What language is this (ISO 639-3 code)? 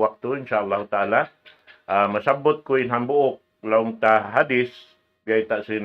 tsg